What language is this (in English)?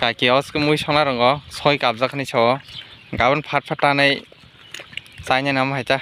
Kok Borok